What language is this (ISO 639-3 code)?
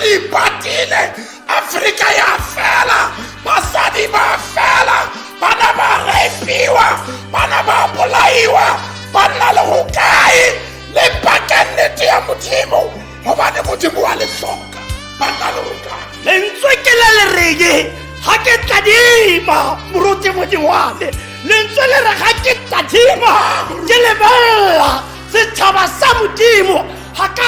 tsn